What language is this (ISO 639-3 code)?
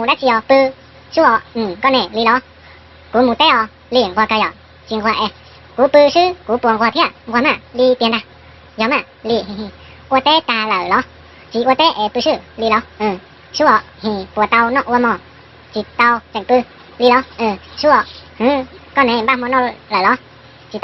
hmn